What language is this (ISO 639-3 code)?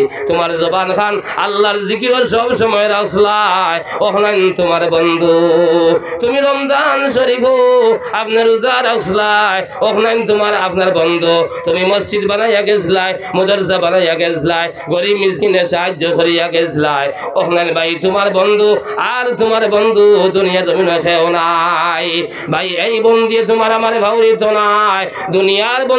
syl